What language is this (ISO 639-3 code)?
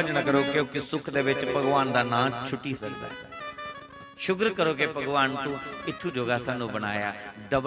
doi